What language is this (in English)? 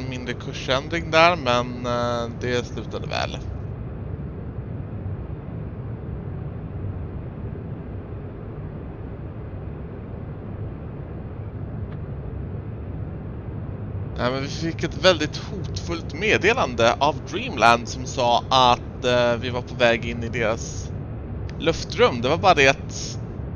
Swedish